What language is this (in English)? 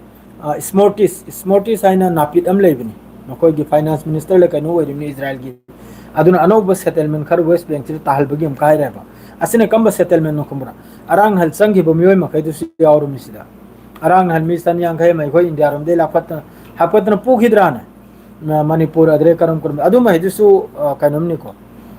Manipuri